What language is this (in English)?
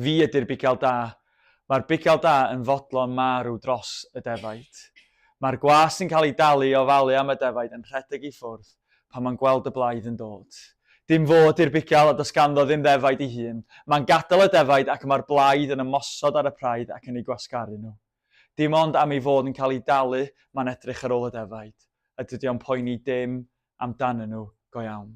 Welsh